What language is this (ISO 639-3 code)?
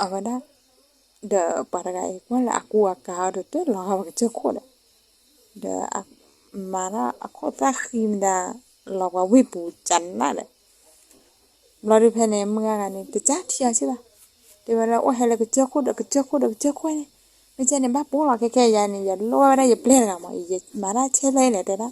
ksw